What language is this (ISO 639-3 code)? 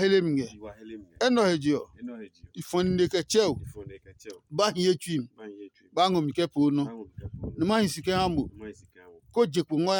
ada